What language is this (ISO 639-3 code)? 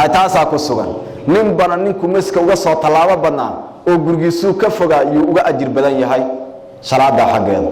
som